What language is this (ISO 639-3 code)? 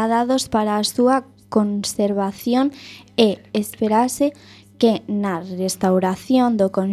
glg